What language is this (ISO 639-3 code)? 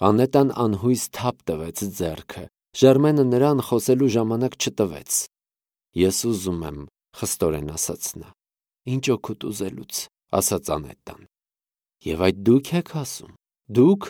hye